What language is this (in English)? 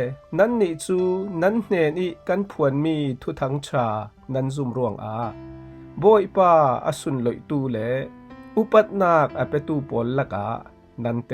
Falam Chin